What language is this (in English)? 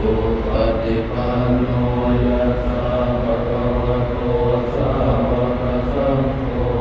Pali